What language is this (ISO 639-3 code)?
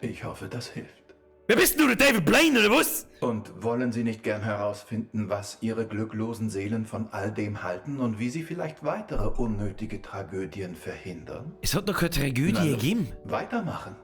bar